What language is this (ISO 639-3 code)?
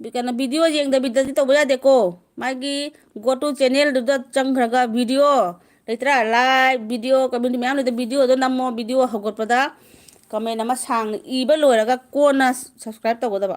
mni